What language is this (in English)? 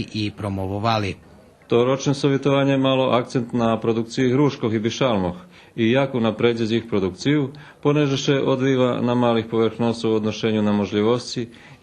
Rusyn